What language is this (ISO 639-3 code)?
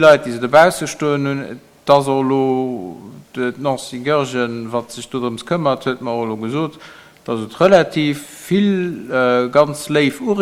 ltz